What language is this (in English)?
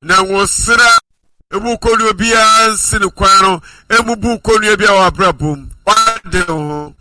Akan